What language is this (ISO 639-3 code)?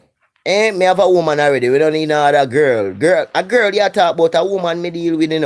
jam